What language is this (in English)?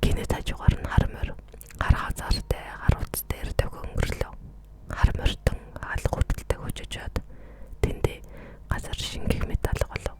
Mongolian